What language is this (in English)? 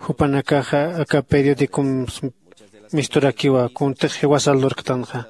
Aymara